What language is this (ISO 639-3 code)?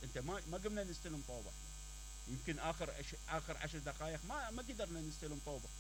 acm